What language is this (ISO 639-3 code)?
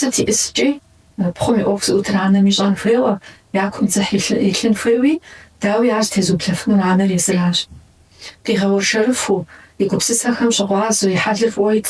kbd